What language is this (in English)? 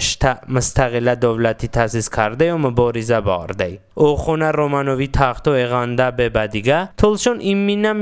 Talysh